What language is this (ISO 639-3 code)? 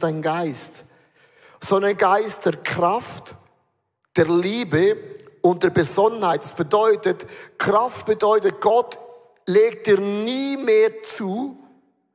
gsw